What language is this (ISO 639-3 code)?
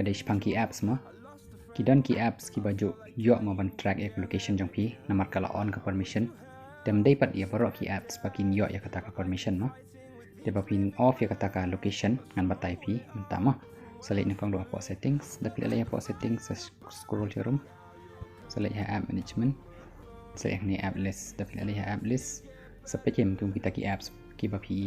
kha